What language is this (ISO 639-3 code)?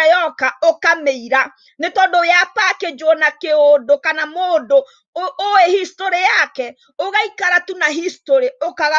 kik